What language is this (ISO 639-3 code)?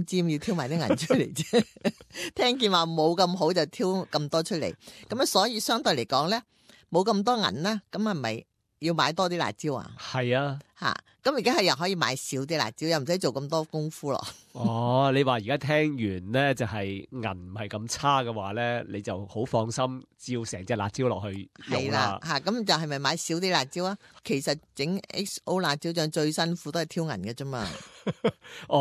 yue